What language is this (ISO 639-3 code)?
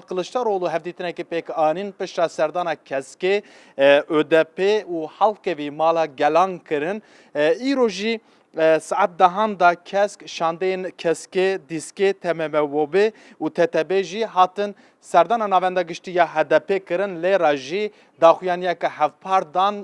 kur